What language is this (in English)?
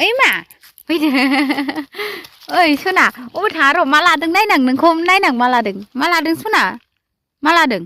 Bodo